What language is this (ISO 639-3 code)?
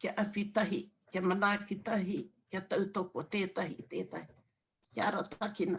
mri